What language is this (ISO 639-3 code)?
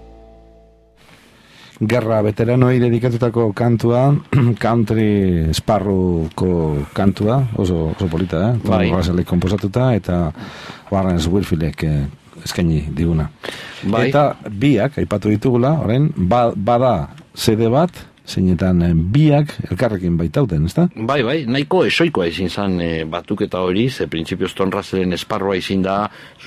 eus